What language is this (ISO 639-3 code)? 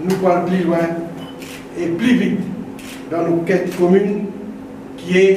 mfe